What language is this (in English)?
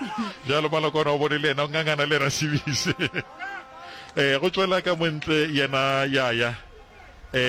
Northern Sotho